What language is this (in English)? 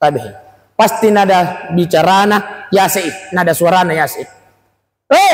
Buginese